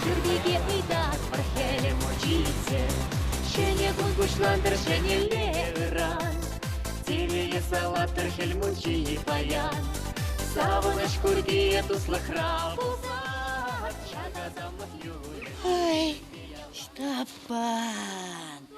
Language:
Chuvash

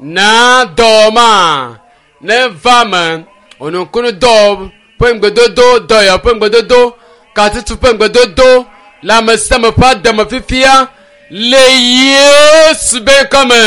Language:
Ewe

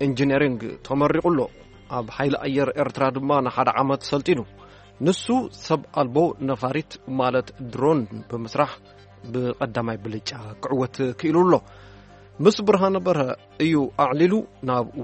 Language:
Tigrinya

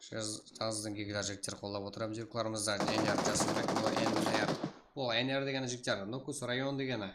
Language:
Kara-Kalpak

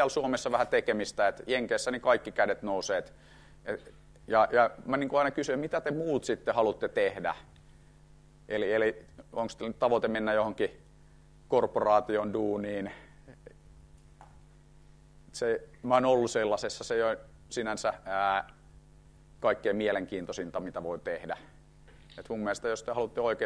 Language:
Finnish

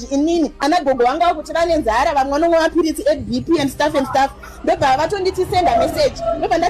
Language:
Shona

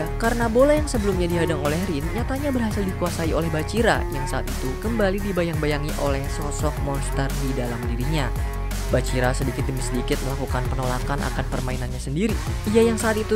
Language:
Indonesian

